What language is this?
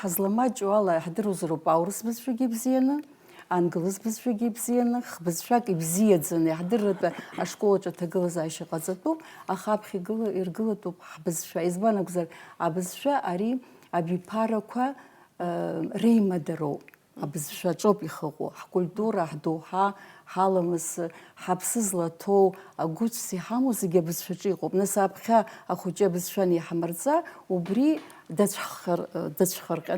Abkhazian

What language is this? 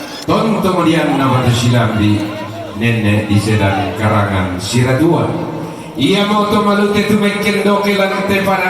Toraja-Sa'dan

